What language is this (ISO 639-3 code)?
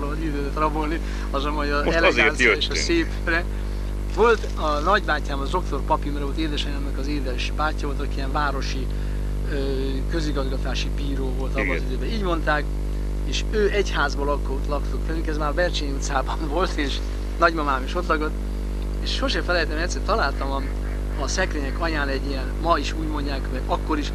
hun